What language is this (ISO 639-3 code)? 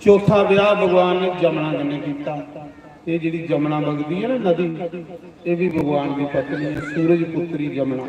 doi